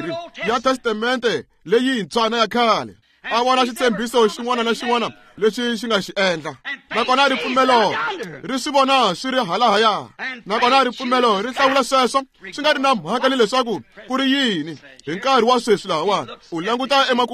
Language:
Tsonga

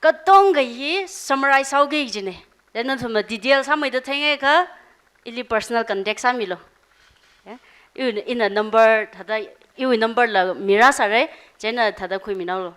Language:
Tangkhul Naga (India)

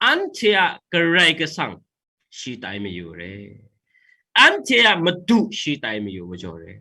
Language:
Kachin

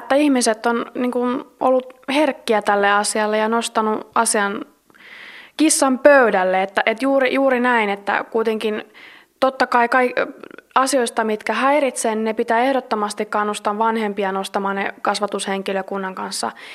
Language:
Finnish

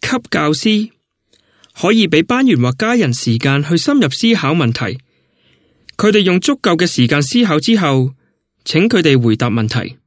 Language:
Cantonese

